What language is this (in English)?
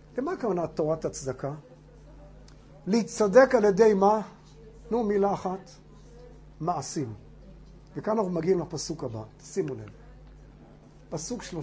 Hebrew